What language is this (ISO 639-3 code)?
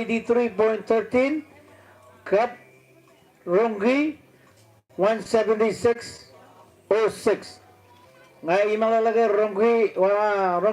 mah